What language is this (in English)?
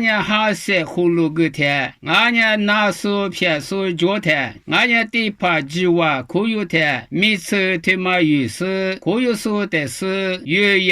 Lisu